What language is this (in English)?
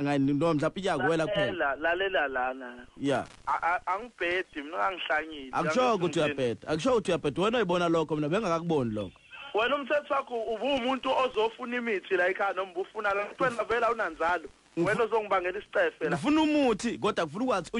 Zulu